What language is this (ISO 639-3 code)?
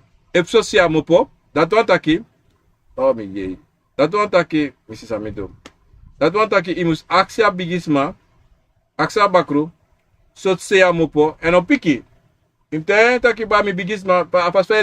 srn